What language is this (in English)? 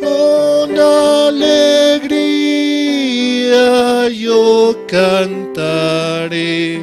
Aymara